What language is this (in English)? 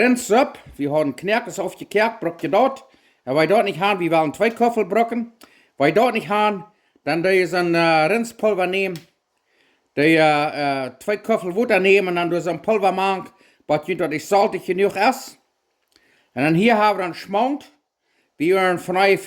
Plautdietsch